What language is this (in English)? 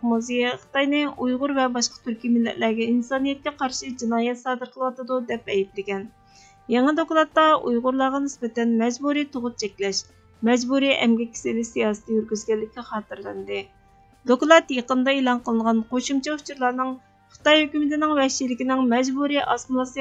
Uyghur